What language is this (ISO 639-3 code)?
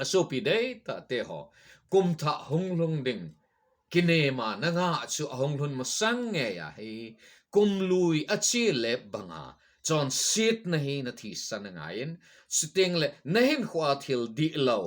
tcz